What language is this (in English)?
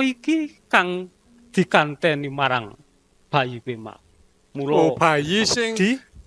Javanese